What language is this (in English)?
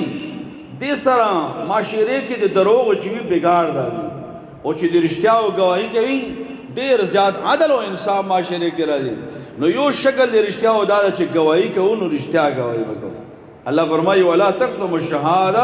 Pashto